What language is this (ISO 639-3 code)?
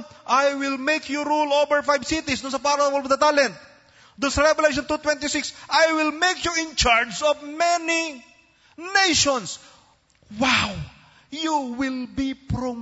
fil